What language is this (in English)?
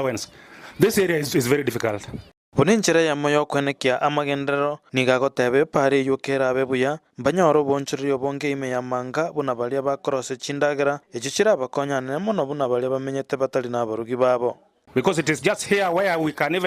Gusii